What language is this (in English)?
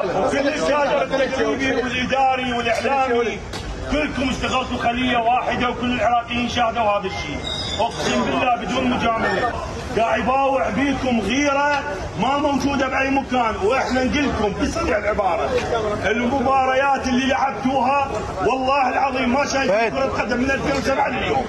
Mesopotamian Arabic